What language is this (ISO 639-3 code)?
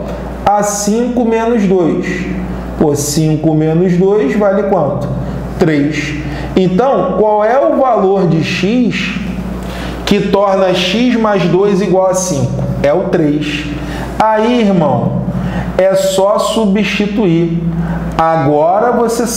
por